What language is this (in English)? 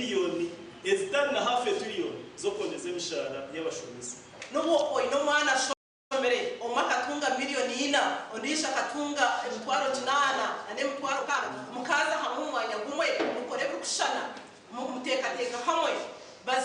Nyankole